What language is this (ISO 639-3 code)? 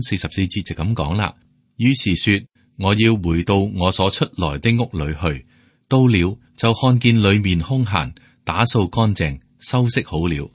yue